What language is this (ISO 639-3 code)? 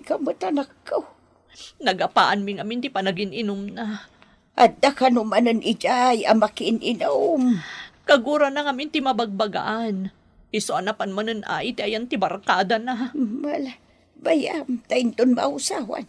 ilo